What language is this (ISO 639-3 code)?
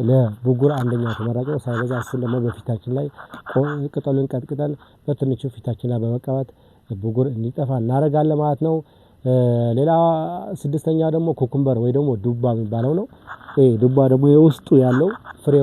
amh